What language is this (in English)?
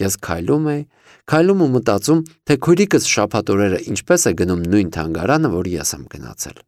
Armenian